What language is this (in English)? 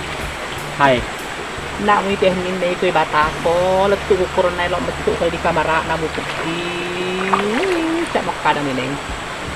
Buginese